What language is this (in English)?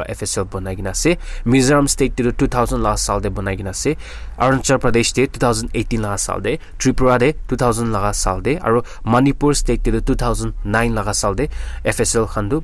Naga Pidgin